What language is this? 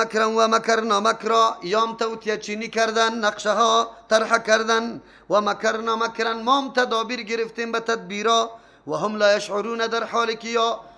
Persian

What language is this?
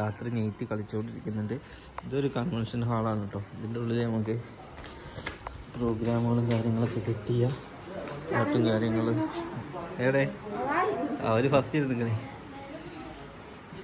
Malayalam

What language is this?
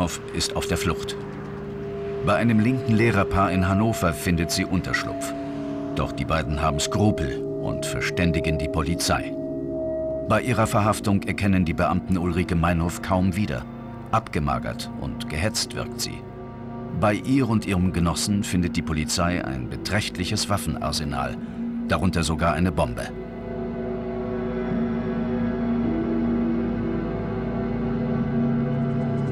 German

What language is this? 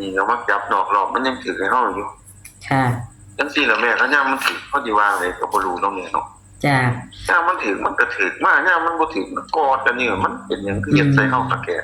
Northeastern Thai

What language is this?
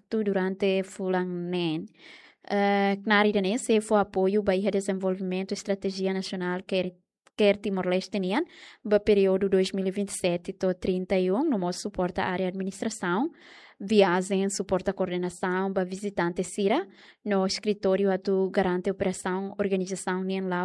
Tetum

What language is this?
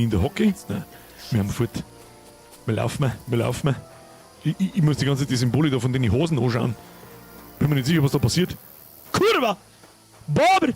Bavarian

